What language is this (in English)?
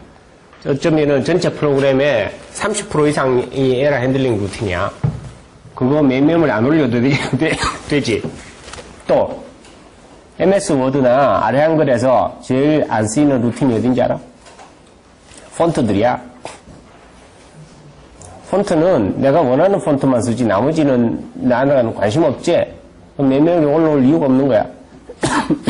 Korean